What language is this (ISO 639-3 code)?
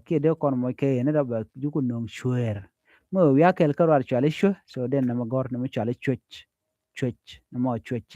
nus